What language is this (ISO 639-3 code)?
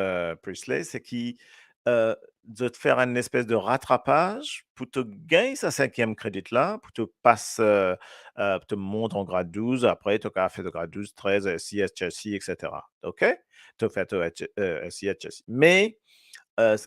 mfe